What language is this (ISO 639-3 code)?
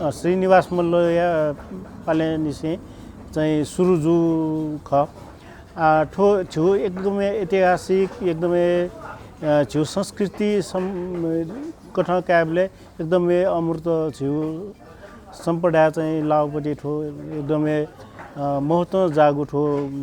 new